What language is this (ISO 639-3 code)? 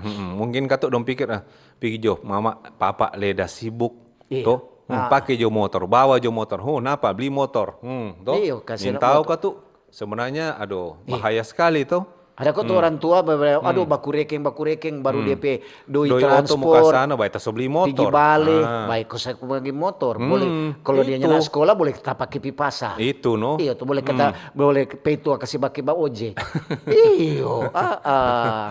xmm